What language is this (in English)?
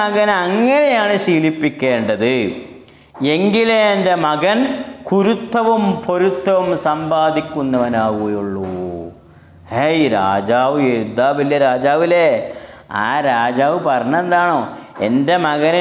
Malayalam